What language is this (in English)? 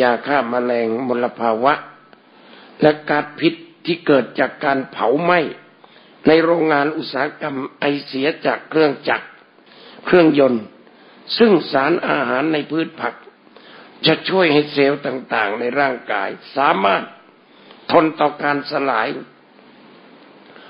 Thai